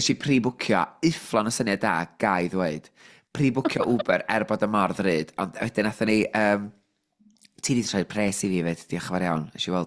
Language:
Welsh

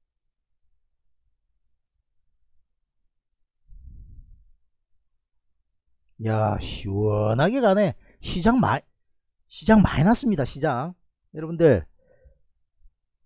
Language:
Korean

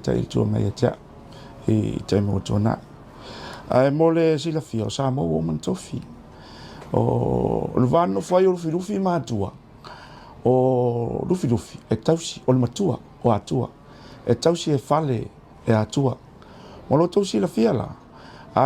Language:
Samoan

